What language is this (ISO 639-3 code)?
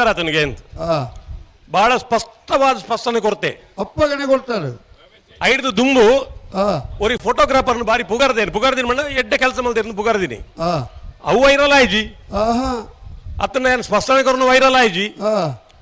tcy